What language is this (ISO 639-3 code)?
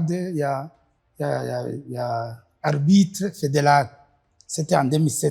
run